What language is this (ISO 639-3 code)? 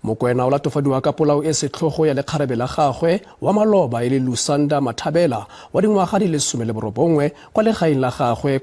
tsn